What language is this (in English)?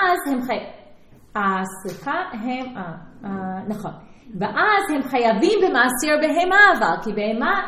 Hebrew